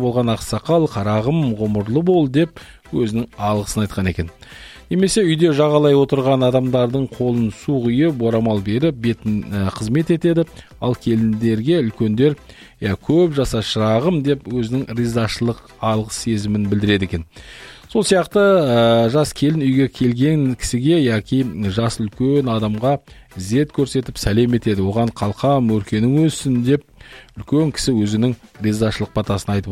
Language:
Kazakh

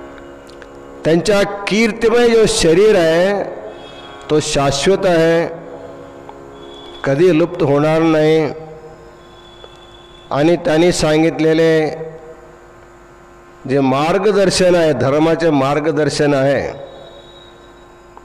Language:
Marathi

